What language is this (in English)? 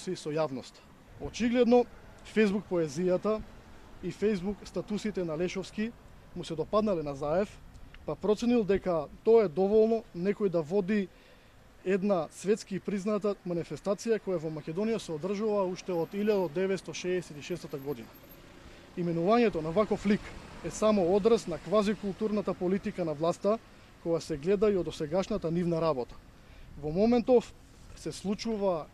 Macedonian